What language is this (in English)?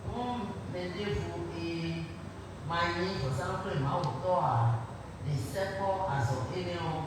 Fon